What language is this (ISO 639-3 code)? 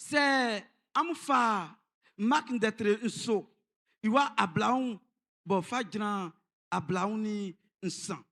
bci